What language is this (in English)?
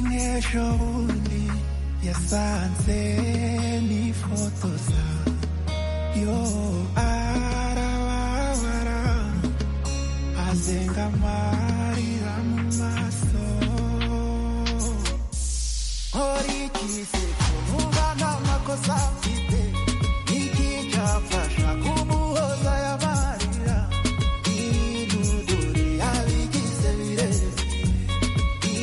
Kinyarwanda